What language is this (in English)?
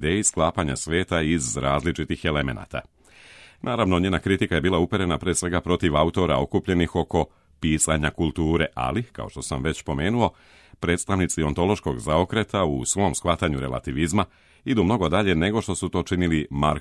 Serbian